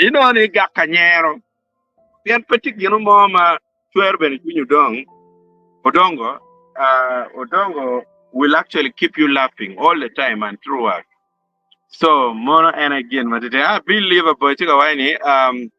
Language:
Acoli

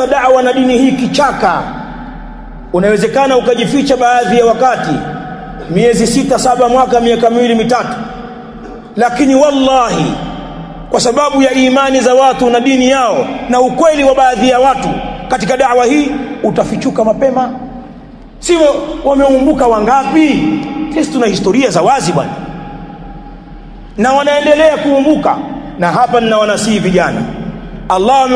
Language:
Swahili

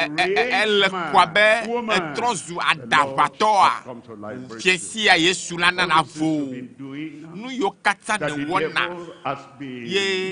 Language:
Ewe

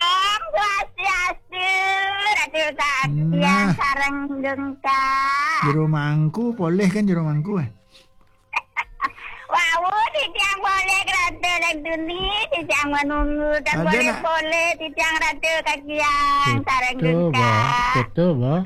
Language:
Balinese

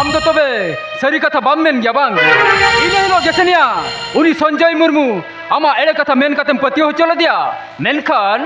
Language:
Santali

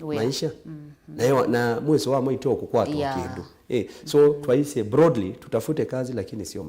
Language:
Kamba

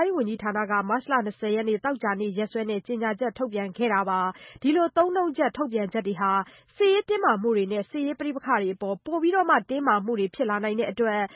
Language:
Burmese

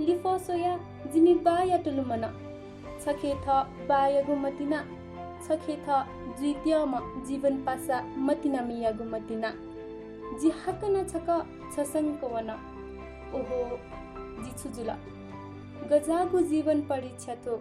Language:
Newari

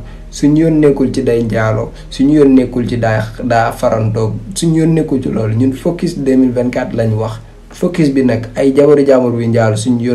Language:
Wolof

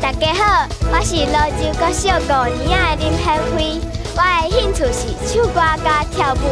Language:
Min Nan Chinese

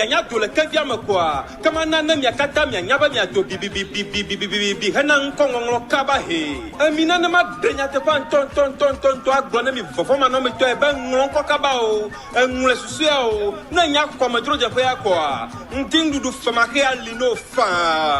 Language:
Ewe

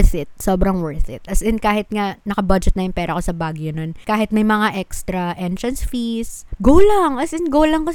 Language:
Filipino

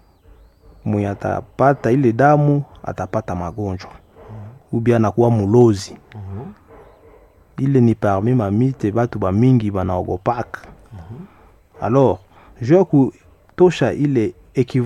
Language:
Swahili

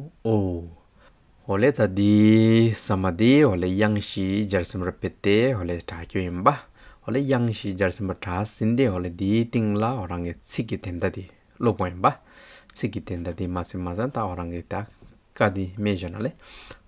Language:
Hyolmo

